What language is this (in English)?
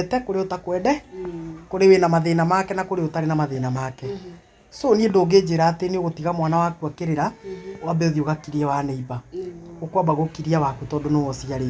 Kikuyu